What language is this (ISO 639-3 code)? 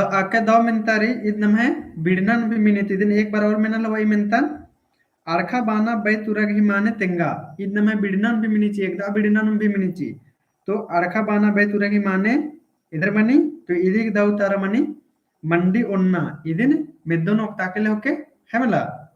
kru